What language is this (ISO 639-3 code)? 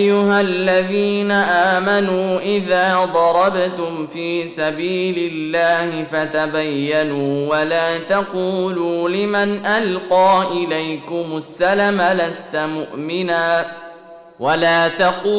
ara